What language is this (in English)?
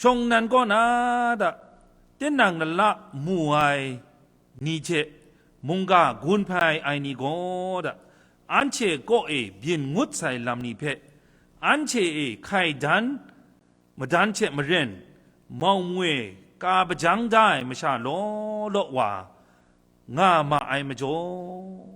Kachin